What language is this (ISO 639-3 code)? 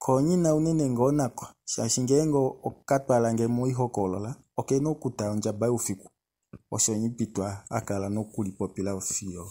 kua